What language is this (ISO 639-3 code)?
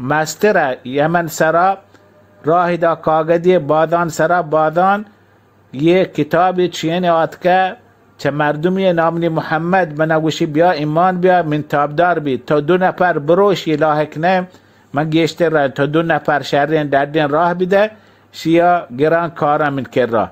bal